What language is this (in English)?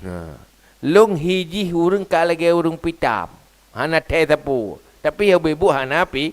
Achinese